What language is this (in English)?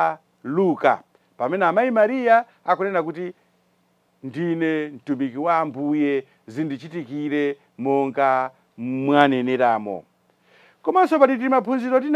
Nyanja